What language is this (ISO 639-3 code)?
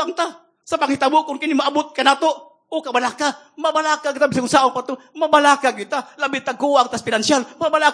ceb